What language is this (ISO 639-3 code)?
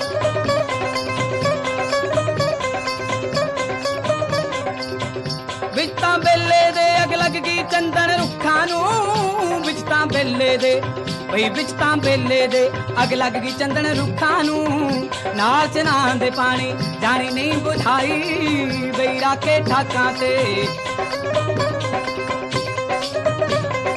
pan